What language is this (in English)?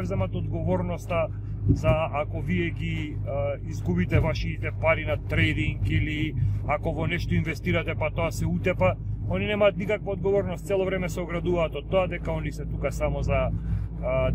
Macedonian